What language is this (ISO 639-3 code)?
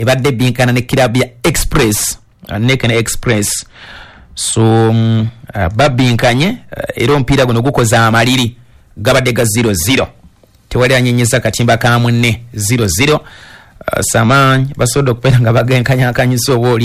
lug